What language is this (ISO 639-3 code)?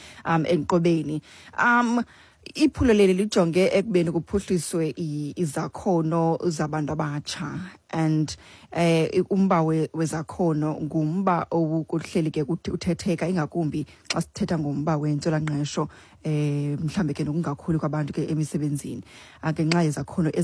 xho